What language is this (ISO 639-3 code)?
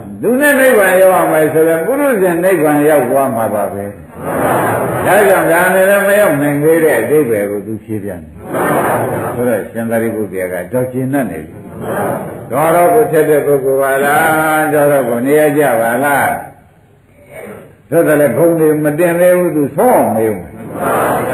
mya